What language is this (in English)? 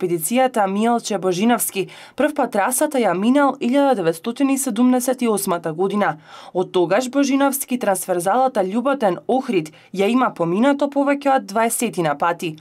Macedonian